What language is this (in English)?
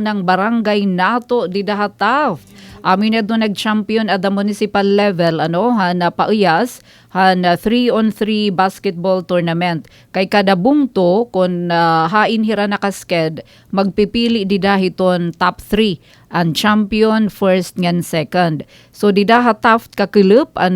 Waray